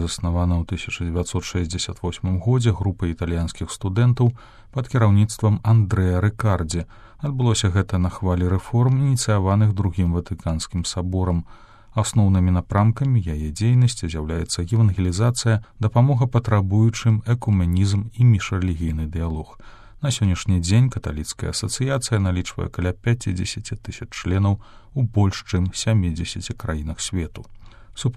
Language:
Belarusian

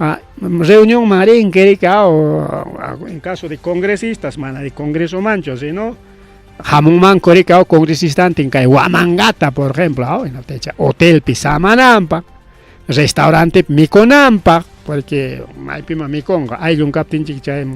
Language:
Ayacucho Quechua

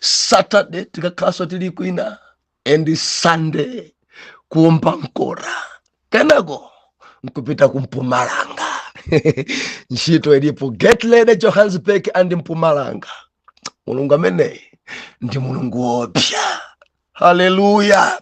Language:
Nyanja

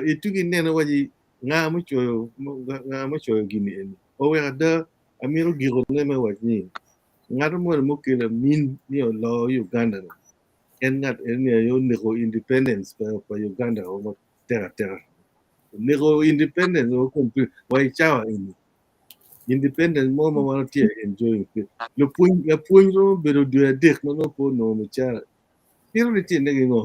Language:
Acoli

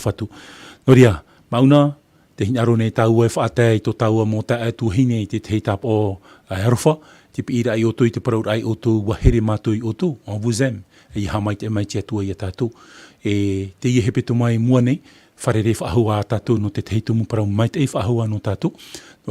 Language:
Tahitian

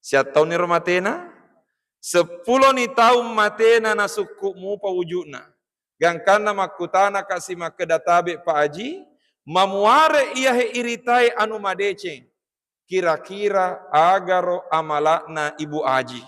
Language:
Buginese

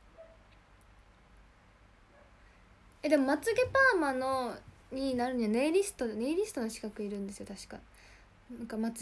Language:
Japanese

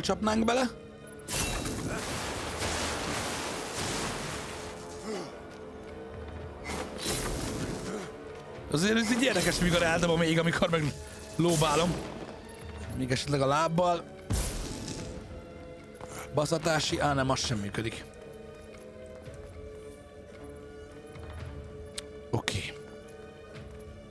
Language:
Hungarian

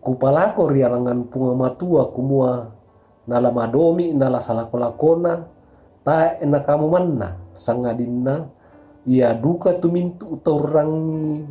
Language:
Toraja-Sa'dan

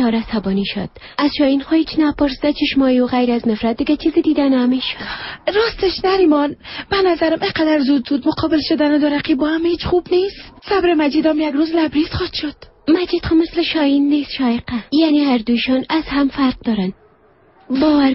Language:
Persian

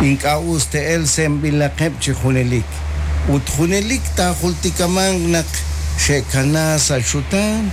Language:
Kekchí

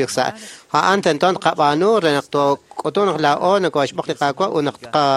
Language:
Kekchí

